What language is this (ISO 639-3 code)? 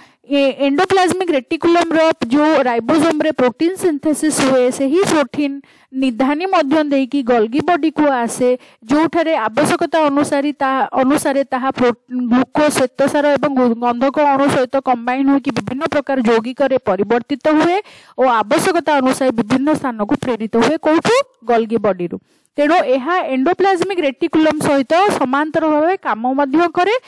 ori